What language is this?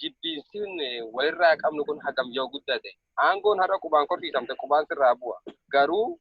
Oromo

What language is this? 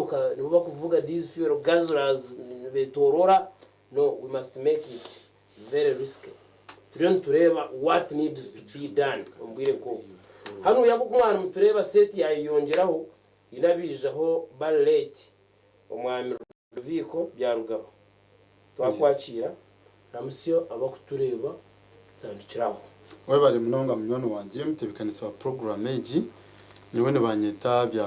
Nyankole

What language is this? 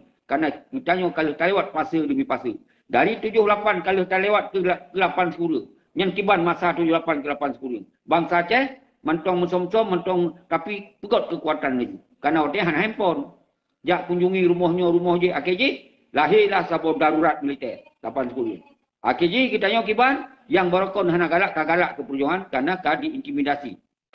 Achinese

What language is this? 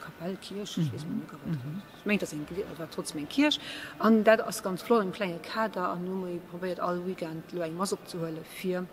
Luxembourgish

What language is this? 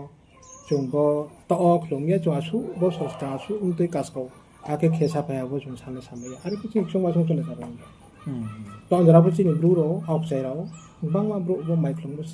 Riang (India)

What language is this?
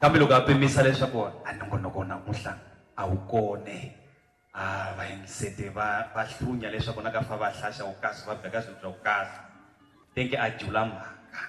Tsonga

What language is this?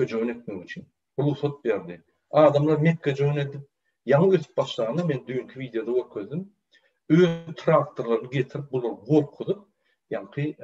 Turkmen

